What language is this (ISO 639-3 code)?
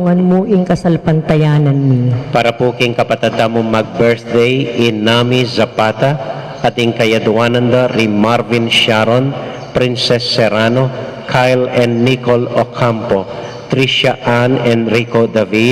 pam